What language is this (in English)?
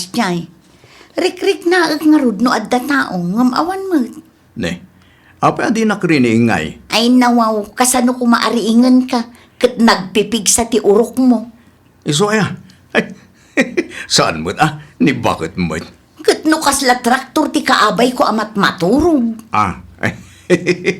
Iloko